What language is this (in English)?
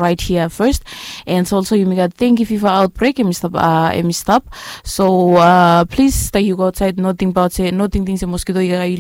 Bislama